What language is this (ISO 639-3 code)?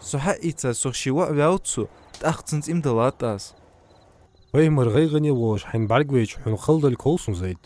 inh